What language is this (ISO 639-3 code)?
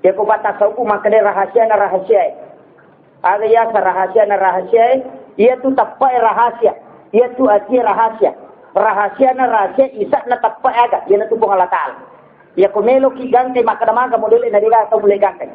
bug